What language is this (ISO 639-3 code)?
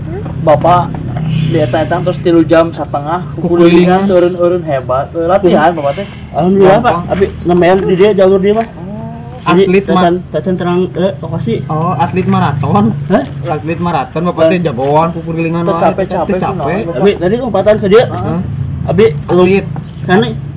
sun